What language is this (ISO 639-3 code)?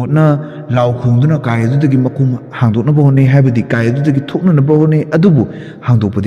mni